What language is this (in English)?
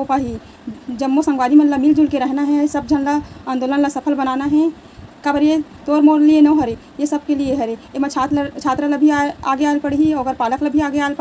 Chhattisgarhi